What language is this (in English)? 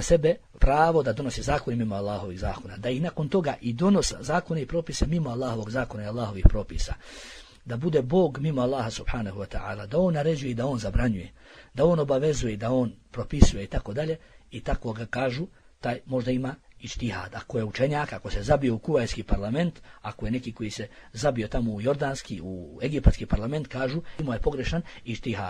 Bosnian